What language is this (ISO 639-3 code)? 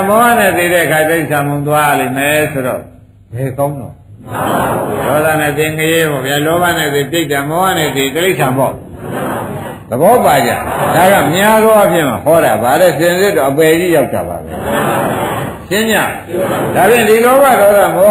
mya